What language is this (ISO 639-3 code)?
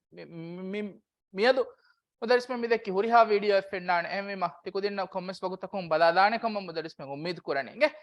div